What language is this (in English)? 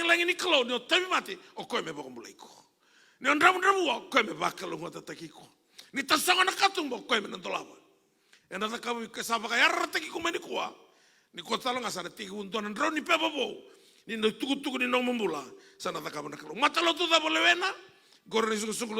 Fijian